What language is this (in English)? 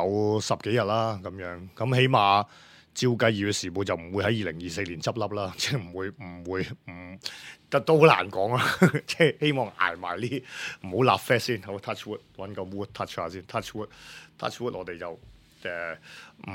Cantonese